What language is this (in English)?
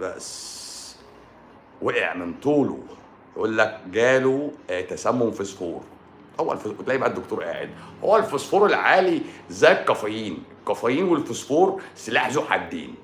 Egyptian Arabic